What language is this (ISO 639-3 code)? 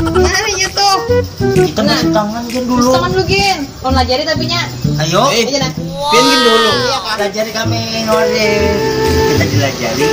bjn